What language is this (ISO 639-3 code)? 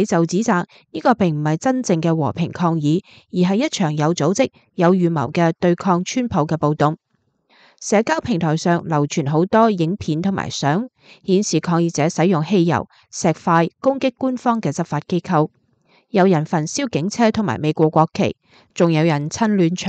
yue